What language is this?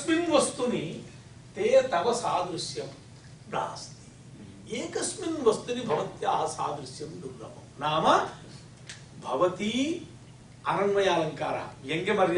Sanskrit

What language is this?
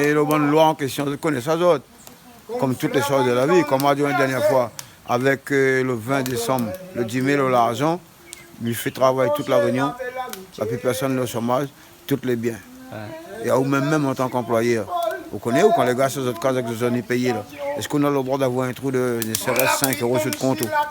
Réunion Creole French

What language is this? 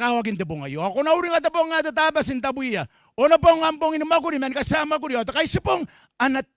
Gilbertese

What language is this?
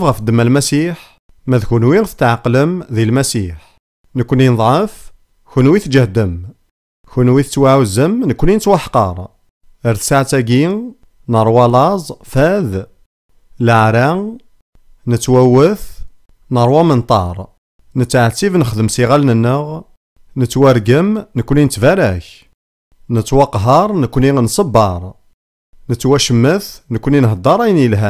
Kabyle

